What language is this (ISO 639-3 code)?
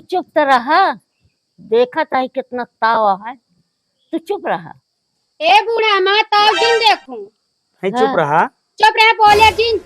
awa